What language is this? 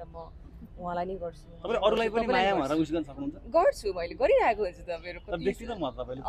Nepali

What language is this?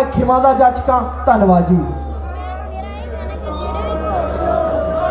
Punjabi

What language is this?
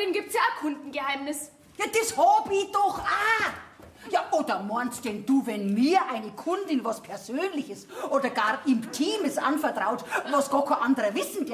Bavarian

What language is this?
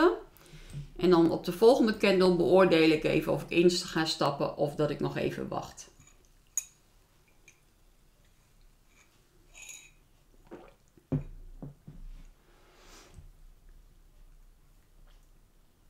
Dutch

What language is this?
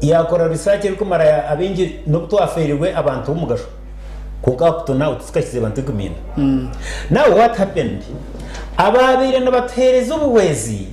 Nyankole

